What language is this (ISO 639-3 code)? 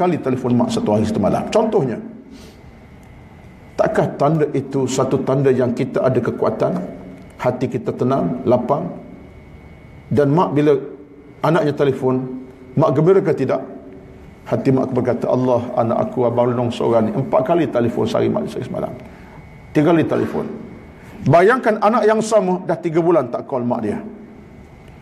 msa